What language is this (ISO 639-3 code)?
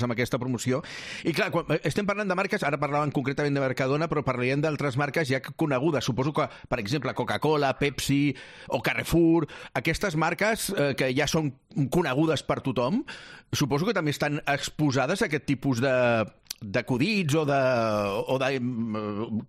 cat